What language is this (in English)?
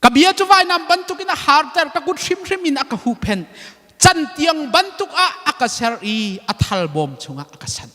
Hakha Chin